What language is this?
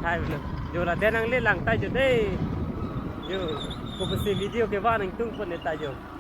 Karbi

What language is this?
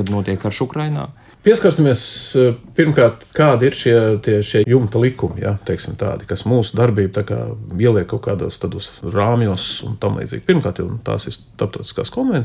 Latvian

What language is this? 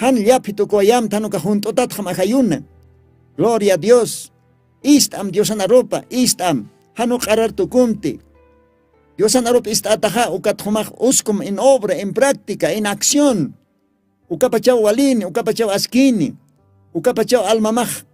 Aymara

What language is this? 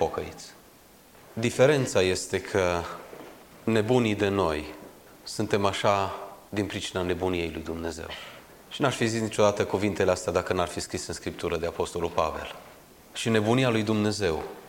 Romanian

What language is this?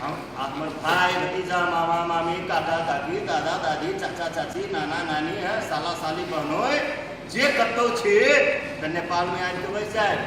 Maithili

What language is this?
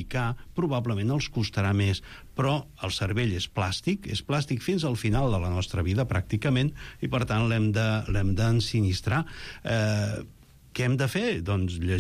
Catalan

